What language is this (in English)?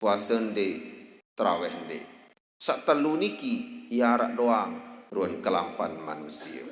Sasak